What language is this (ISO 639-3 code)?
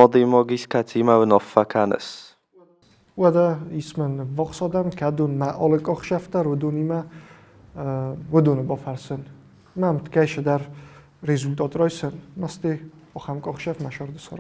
oss